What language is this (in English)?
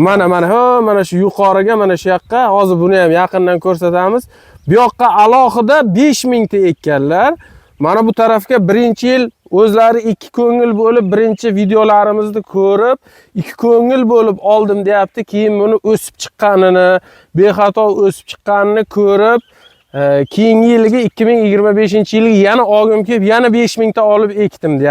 Uzbek